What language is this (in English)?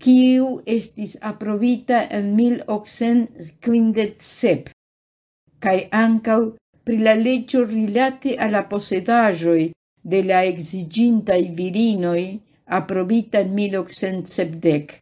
Esperanto